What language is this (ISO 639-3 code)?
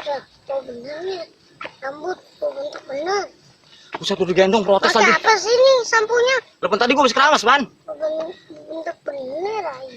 bew